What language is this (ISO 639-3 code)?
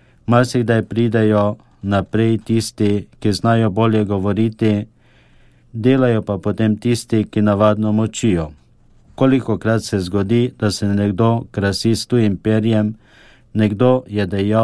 slv